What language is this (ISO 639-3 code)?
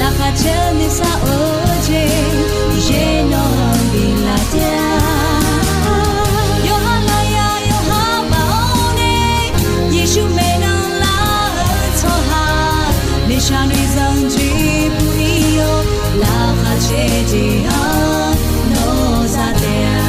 ahk